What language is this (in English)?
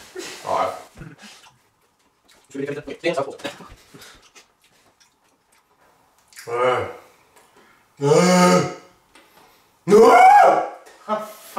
Swedish